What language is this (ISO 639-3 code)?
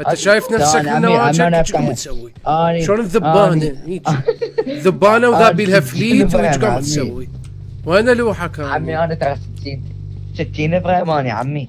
acm